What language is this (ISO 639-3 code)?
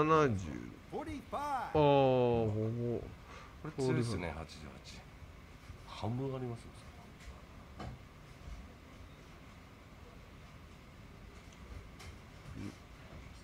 jpn